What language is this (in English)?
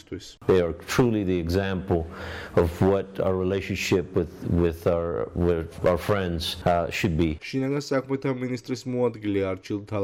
Georgian